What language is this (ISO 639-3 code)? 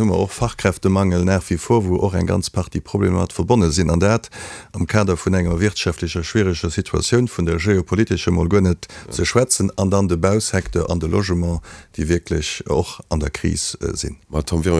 ltz